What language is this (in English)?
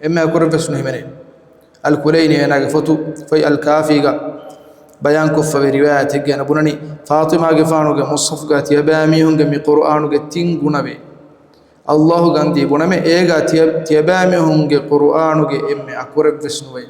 Divehi